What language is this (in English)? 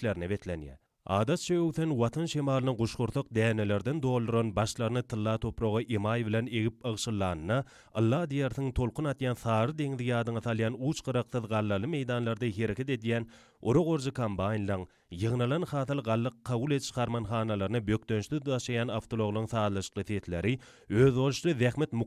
Turkmen